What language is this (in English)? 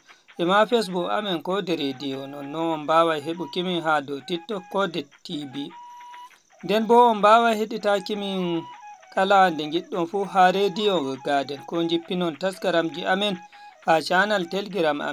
Fula